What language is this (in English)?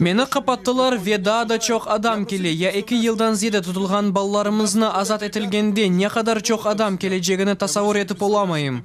Crimean Tatar